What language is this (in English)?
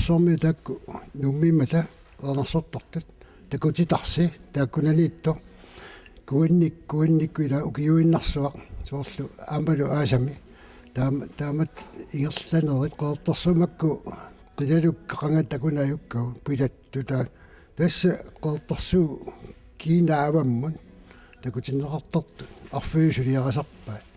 Kalaallisut